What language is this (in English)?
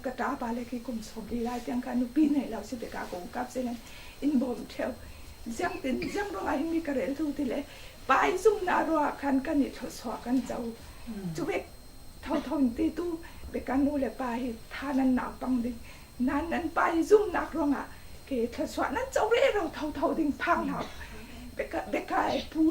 Falam Chin